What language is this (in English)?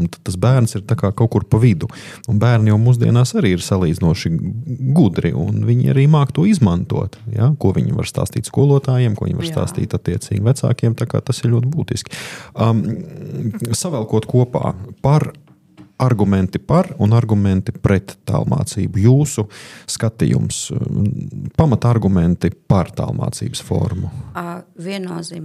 Latvian